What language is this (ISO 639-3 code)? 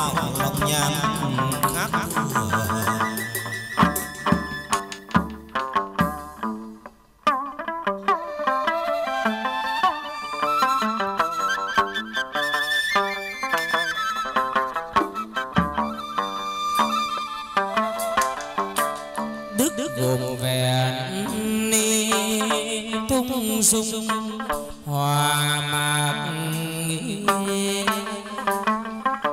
vie